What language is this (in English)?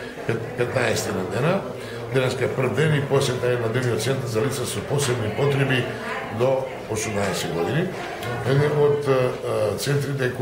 Macedonian